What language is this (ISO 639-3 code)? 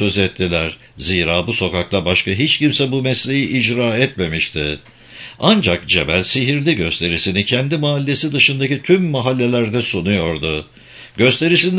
tur